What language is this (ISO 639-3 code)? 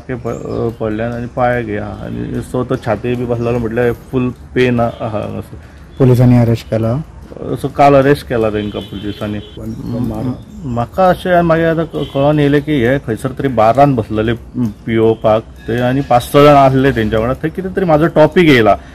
kok